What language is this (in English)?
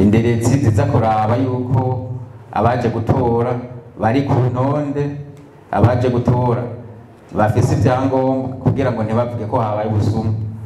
Rundi